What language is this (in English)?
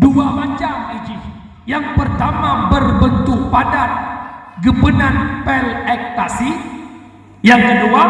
Achinese